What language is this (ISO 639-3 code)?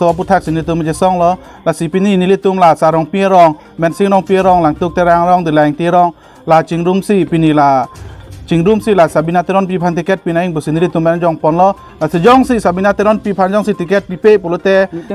mjw